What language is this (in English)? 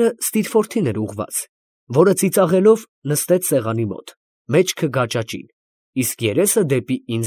Armenian